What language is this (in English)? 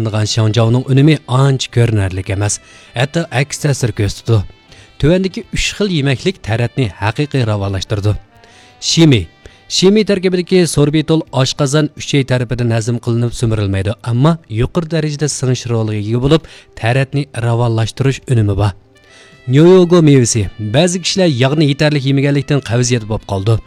Uyghur